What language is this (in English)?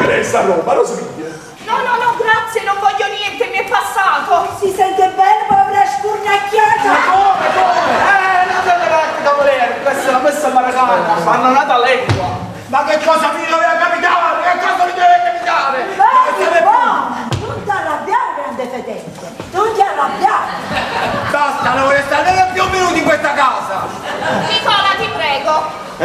Neapolitan